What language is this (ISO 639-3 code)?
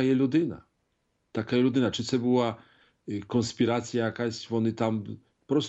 ukr